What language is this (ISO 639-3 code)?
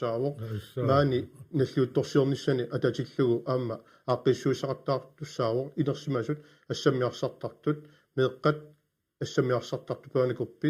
kal